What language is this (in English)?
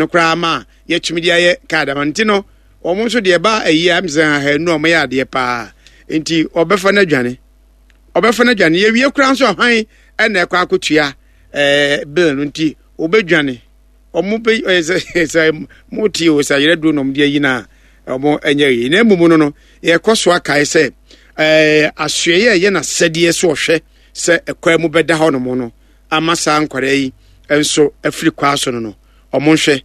Akan